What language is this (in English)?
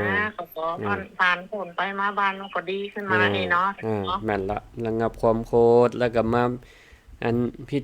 Northern Thai